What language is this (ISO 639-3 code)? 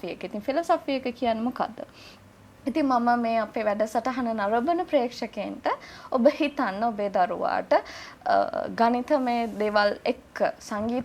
sin